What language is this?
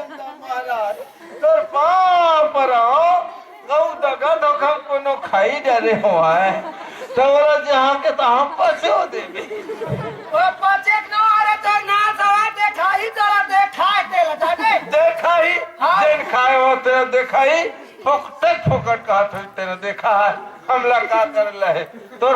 Chhattisgarhi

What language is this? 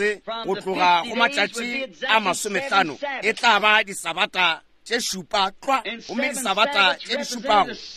Northern Sotho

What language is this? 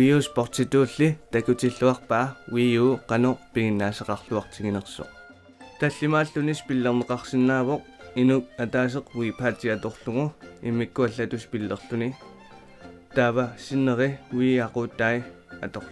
Kalaallisut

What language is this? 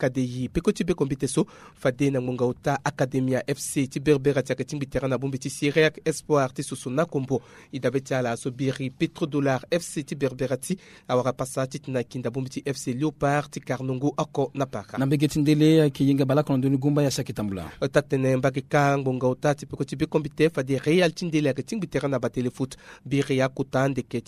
Sango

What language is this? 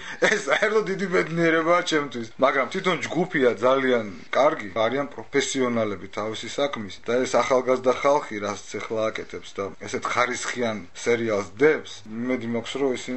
Georgian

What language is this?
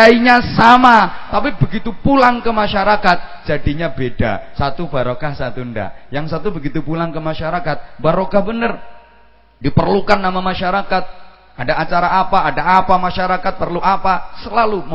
Indonesian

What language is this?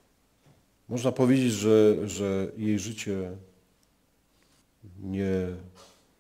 Polish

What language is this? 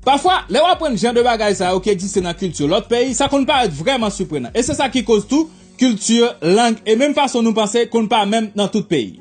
Haitian Creole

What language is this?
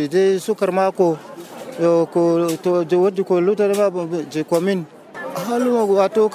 Nigerian Fulfulde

